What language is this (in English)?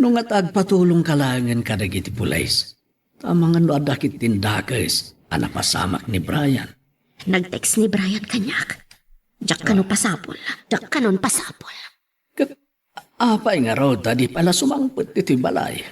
Iloko